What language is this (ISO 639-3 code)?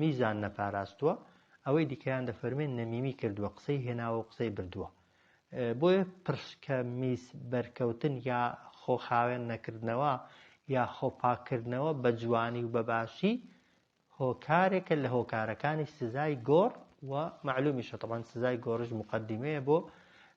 ckb